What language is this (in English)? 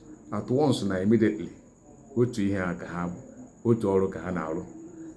Igbo